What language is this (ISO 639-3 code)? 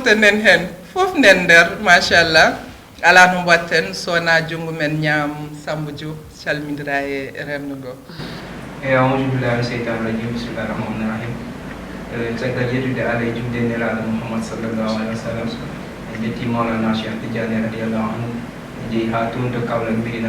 ful